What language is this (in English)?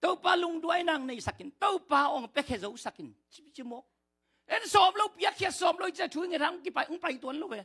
Tedim Chin